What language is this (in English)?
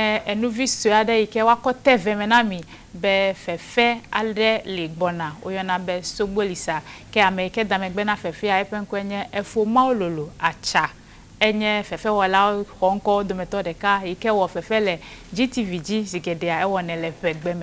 Ewe